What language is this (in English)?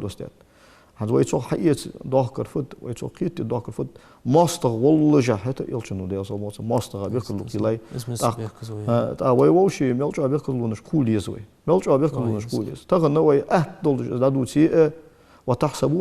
Ingush